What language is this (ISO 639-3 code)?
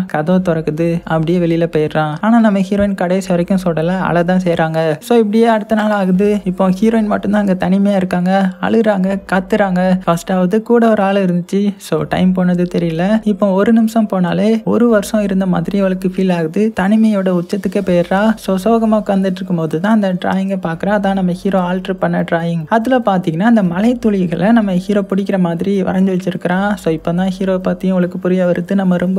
tam